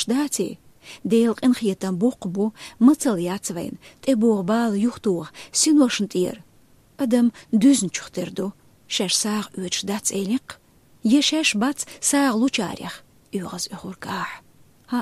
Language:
Chechen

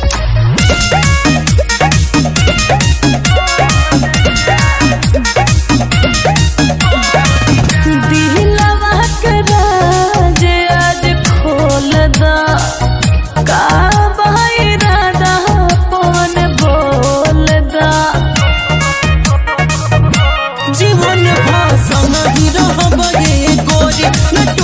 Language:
Bhojpuri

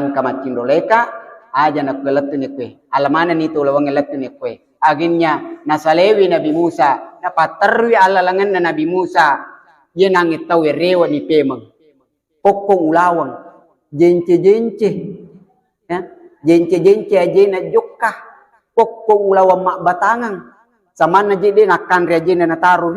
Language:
Buginese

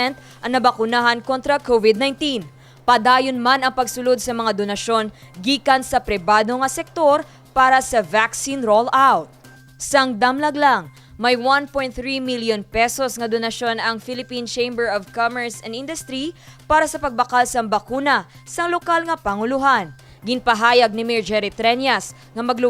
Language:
Hiligaynon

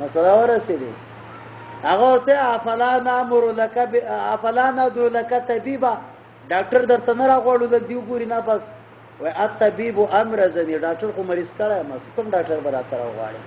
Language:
Pashto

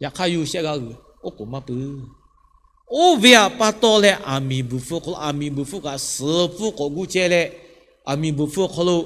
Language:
Lahu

